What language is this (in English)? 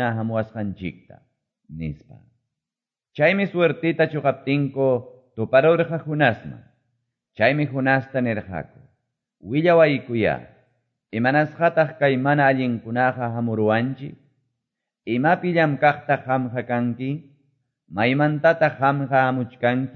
Quechua